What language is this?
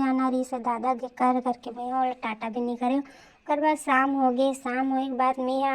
Chhattisgarhi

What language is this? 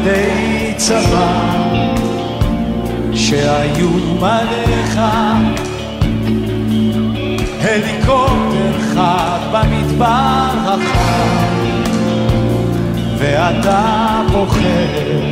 Hebrew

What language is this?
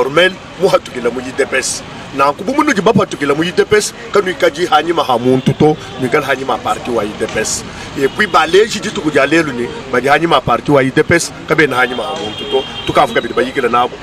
Luba-Lulua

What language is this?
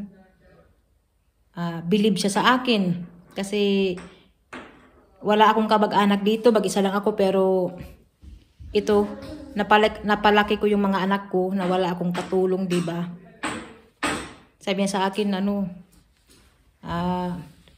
Filipino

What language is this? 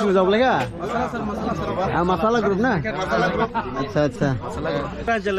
Dimasa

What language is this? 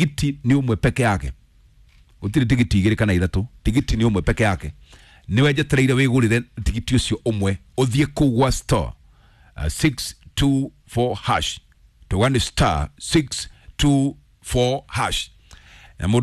Kikuyu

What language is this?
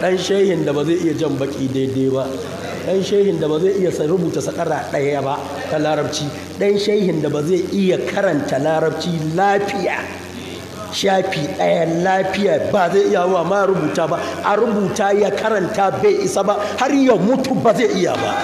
Hausa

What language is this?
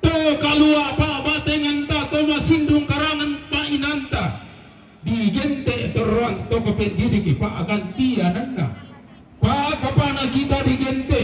Toraja-Sa'dan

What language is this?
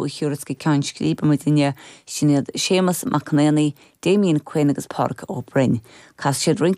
Irish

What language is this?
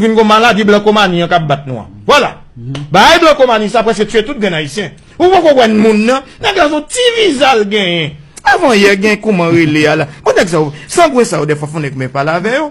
Haitian Creole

